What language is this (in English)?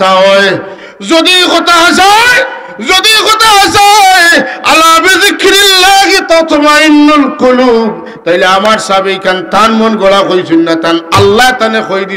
Sylheti